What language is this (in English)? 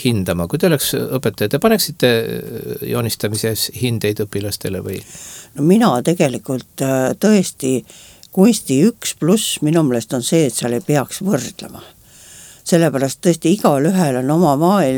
Estonian